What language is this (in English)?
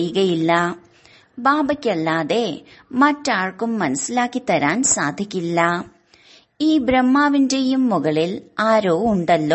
Malayalam